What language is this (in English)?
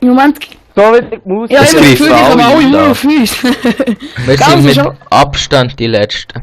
Swiss German